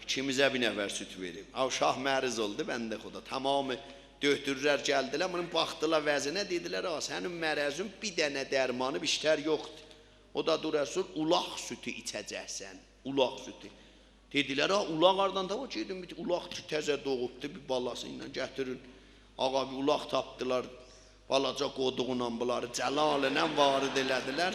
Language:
South Azerbaijani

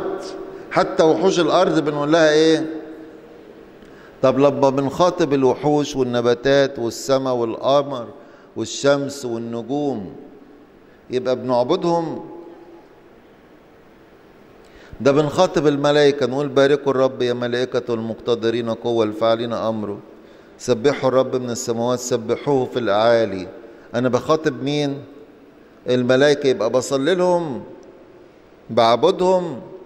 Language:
Egyptian Arabic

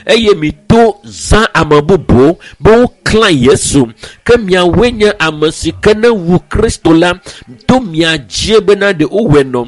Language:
Ewe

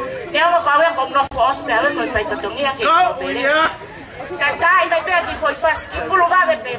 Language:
Tongan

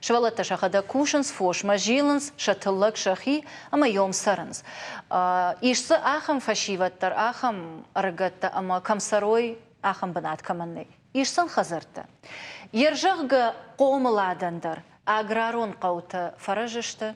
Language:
Ossetic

